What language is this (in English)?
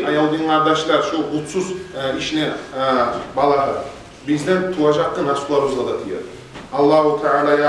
Kumyk